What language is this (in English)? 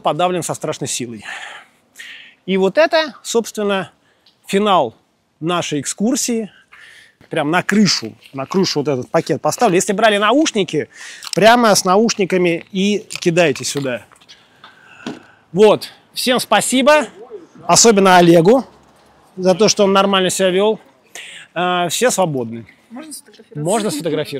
Russian